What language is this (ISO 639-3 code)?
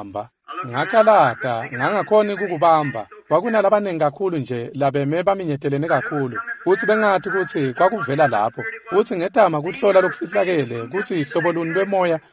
ssw